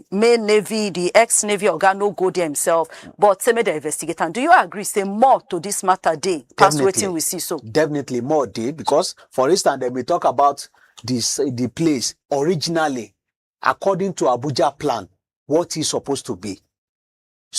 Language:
Nigerian Pidgin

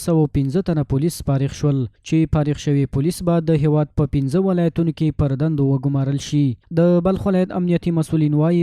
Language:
Pashto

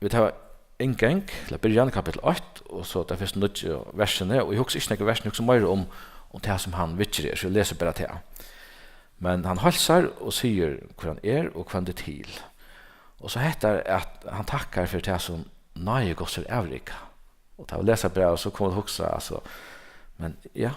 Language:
Faroese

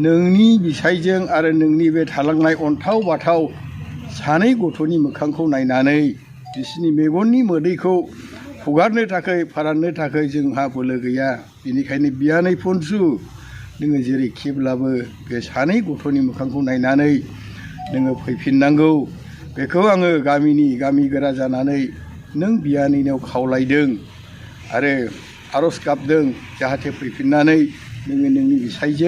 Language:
Bodo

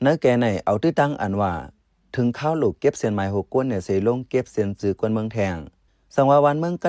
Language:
Shan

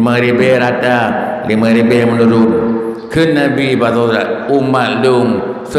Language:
Achinese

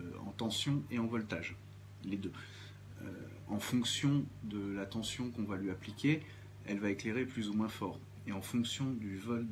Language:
French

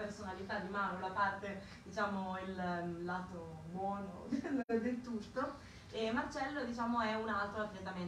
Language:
Italian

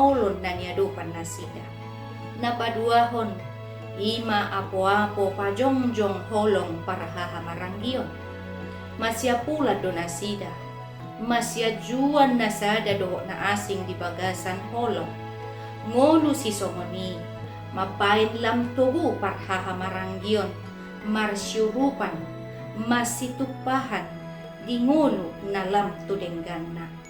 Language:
Batak Toba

